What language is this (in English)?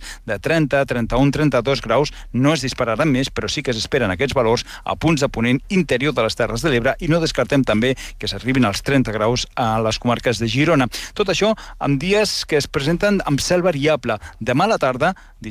Catalan